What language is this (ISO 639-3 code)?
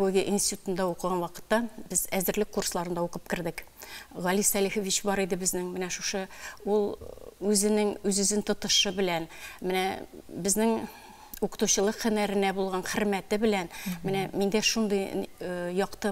tat